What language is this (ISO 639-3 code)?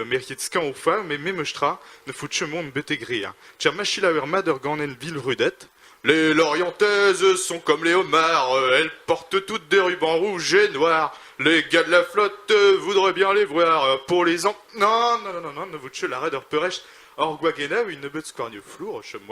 bre